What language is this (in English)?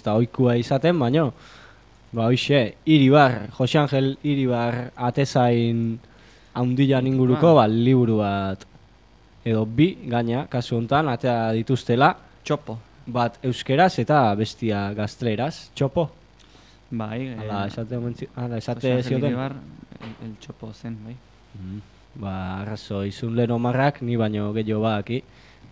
Basque